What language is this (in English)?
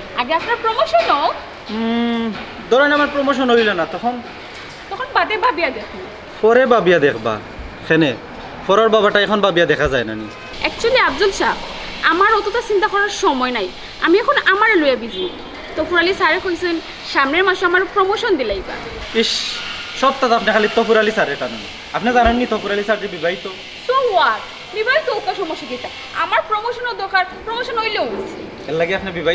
Sylheti